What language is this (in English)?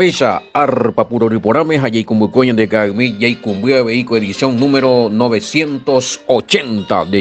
Guarani